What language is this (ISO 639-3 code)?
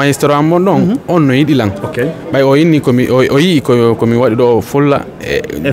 ful